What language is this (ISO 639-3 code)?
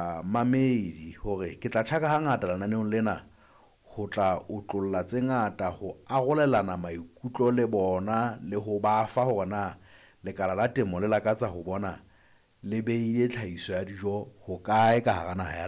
sot